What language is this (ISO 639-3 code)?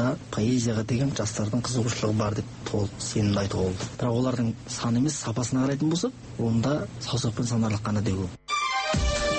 kaz